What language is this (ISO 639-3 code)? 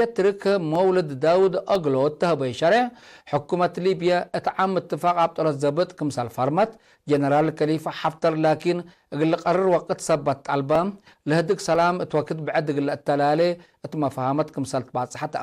tig